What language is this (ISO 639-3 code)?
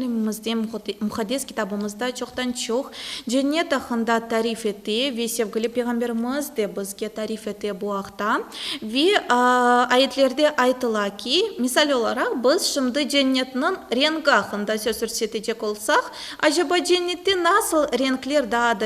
crh